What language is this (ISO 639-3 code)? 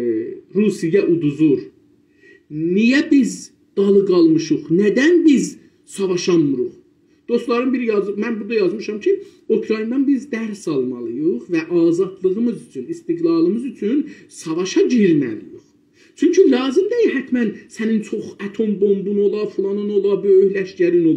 azb